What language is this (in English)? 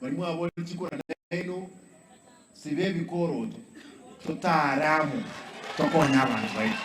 Gusii